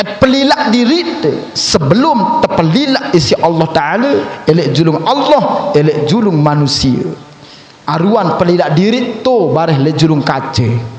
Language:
Sasak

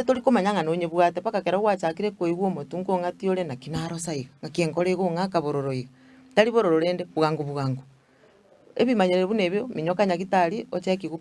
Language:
Gusii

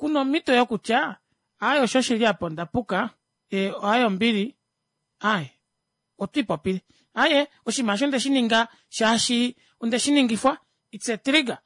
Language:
Kuanyama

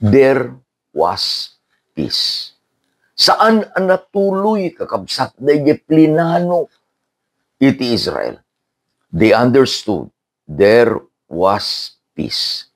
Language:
Iloko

